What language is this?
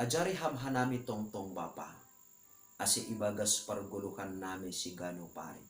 Batak Simalungun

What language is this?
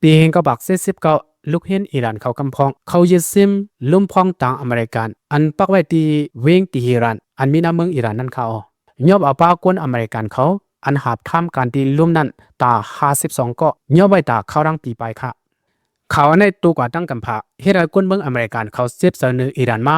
Shan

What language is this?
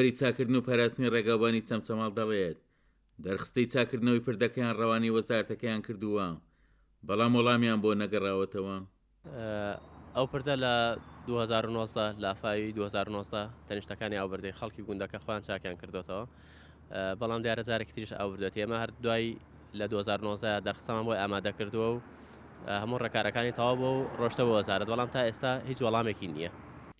Central Kurdish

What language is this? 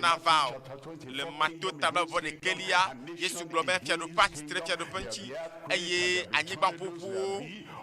Ewe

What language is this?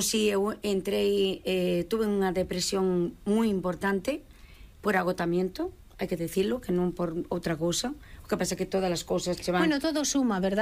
Galician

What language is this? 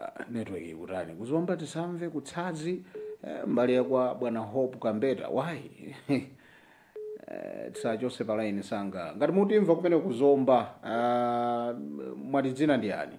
Nyanja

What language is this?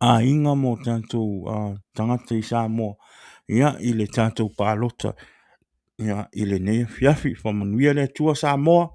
Samoan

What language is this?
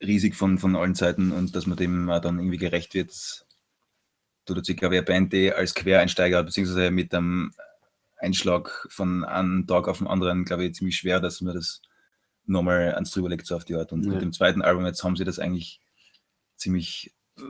Bavarian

